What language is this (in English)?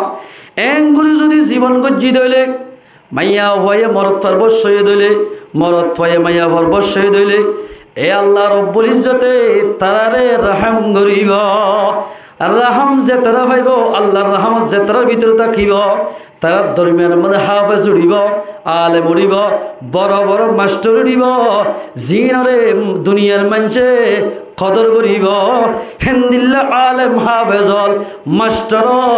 Rohingya